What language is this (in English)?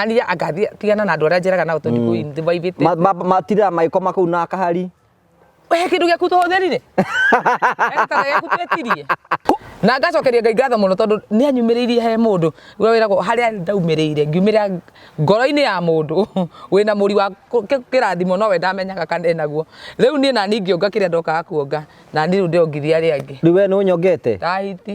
Kikuyu